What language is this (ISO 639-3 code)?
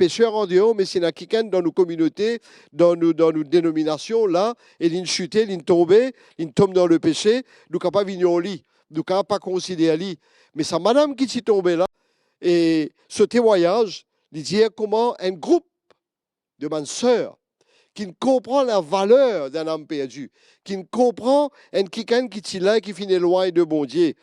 mfe